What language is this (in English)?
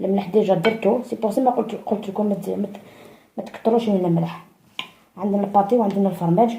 Algerian Arabic